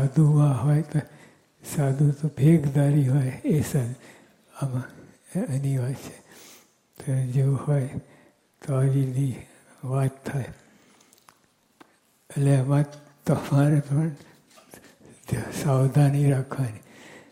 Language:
Gujarati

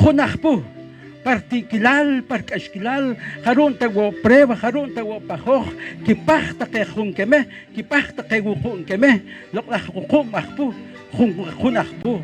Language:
Poqomchi'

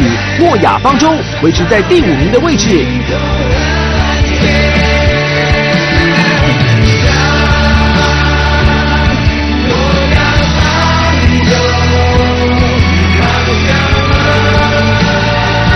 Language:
Chinese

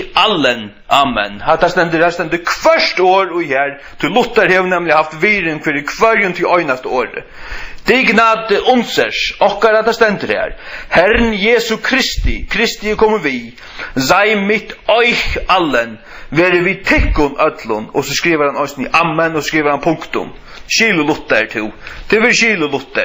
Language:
Faroese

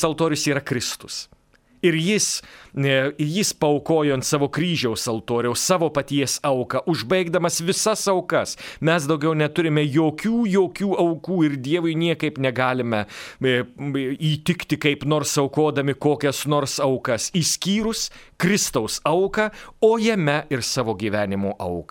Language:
Lithuanian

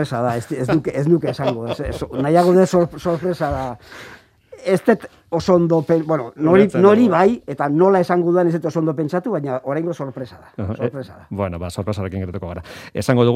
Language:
Basque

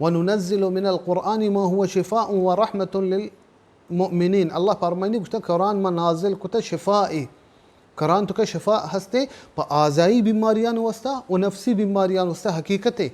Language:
Baluchi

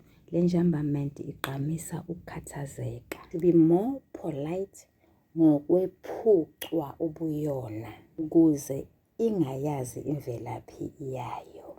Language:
Zulu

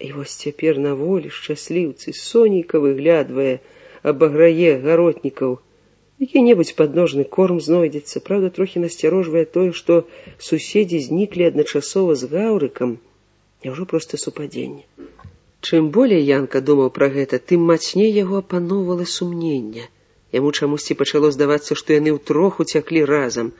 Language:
Belarusian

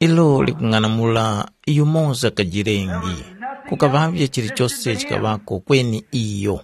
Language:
Tumbuka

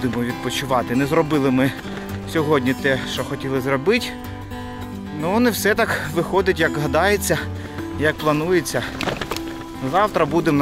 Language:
Ukrainian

